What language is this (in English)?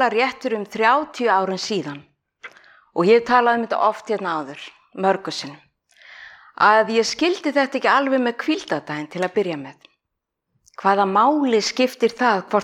Icelandic